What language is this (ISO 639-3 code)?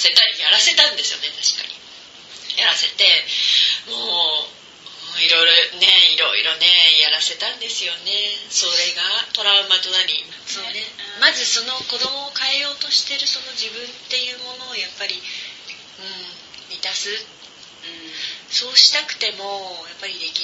jpn